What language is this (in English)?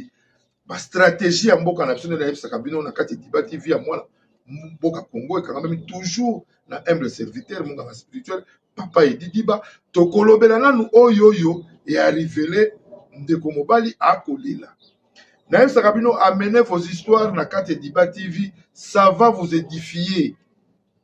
Lingala